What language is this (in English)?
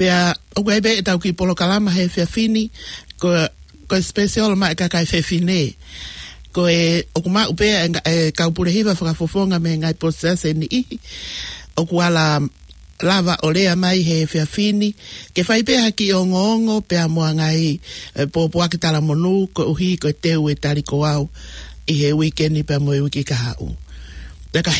Tongan